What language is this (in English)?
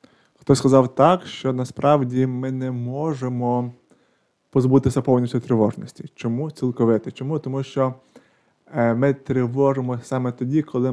Ukrainian